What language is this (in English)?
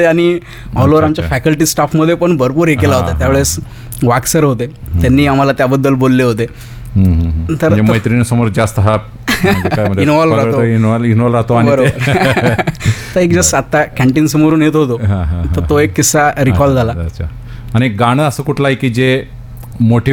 Marathi